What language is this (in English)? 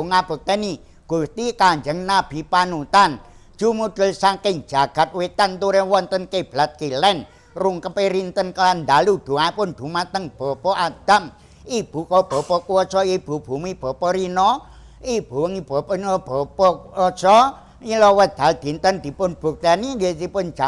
Javanese